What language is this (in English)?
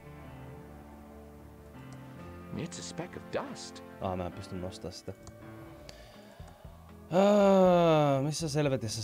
Finnish